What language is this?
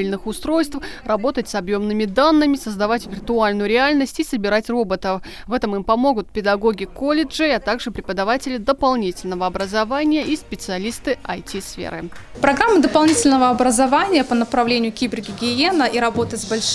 Russian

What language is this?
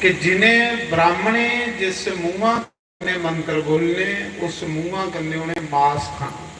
Dogri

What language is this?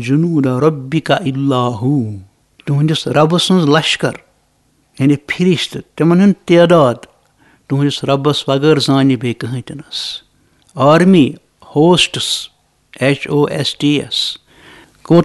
Kashmiri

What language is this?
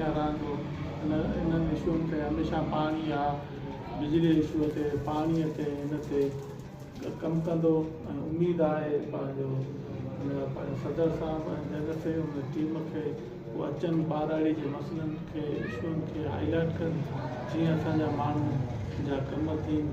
Sindhi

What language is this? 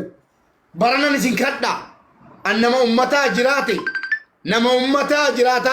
Oromo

